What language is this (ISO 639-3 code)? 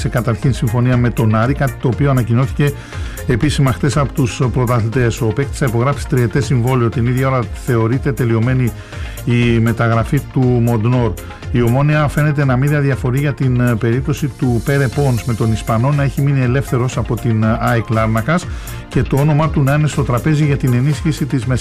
ell